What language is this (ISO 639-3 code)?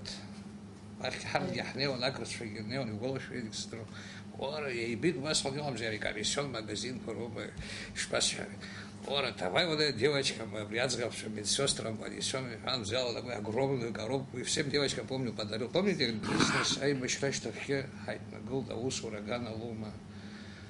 abk